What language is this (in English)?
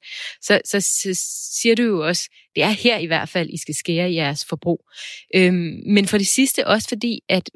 Danish